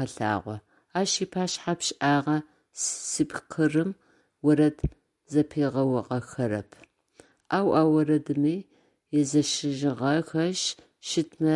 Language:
Adyghe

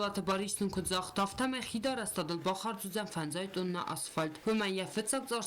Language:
Ossetic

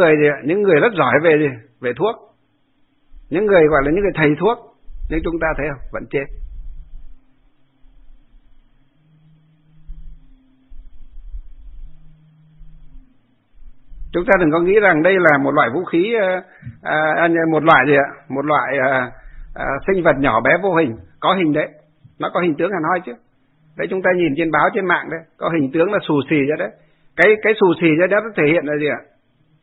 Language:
Vietnamese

